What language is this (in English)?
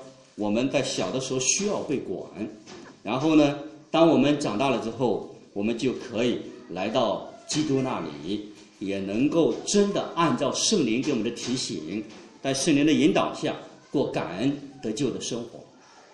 Chinese